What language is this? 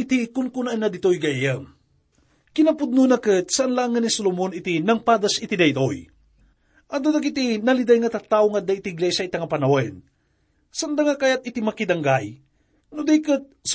Iloko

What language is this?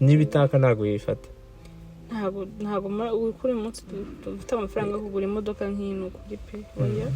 Kinyarwanda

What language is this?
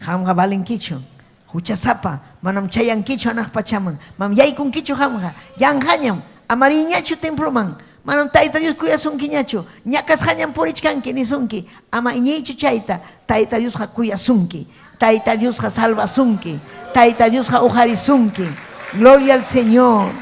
Ayacucho Quechua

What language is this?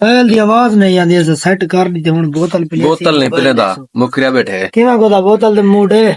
Saraiki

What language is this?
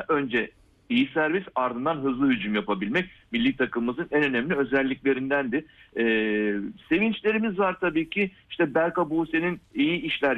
Turkish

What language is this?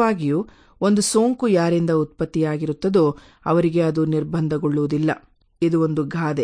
Kannada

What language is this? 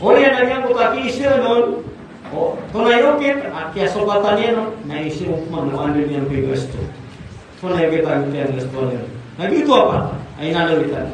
Maranao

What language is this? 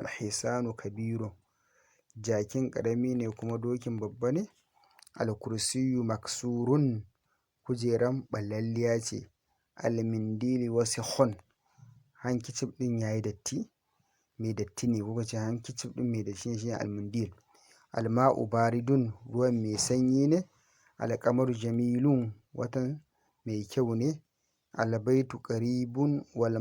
Hausa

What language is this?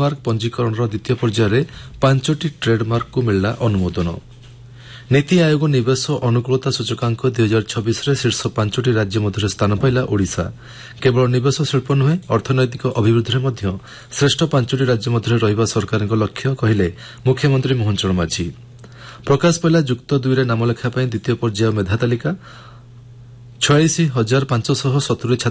Odia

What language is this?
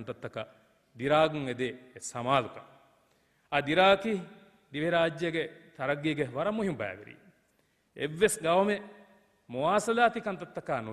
Divehi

